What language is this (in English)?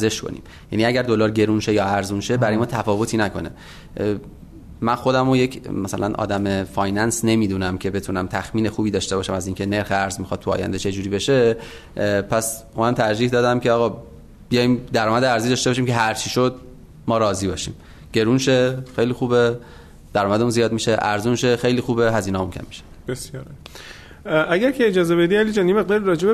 Persian